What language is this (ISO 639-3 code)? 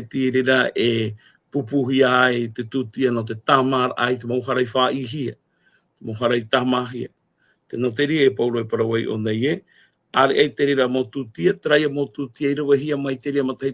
tah